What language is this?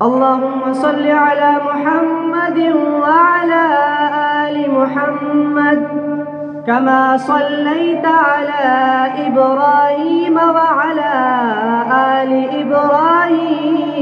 Eastern Balochi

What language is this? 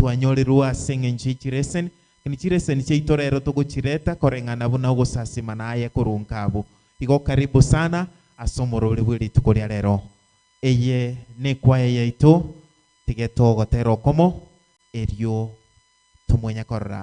Gusii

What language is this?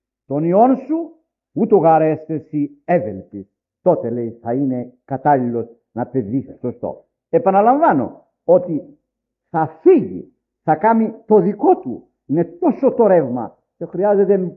Greek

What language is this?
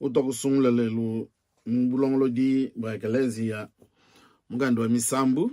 Luba-Lulua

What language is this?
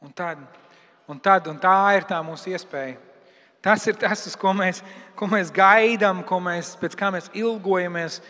Latvian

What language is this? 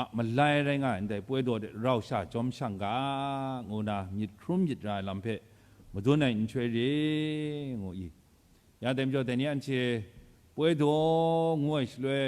Kachin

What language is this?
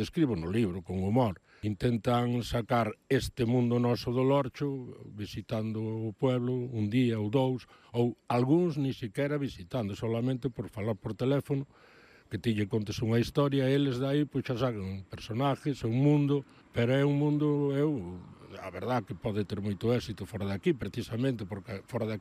Galician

